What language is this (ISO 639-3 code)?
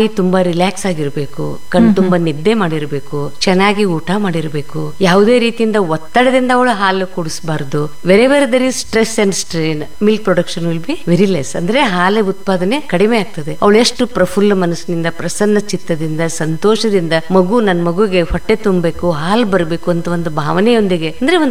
kan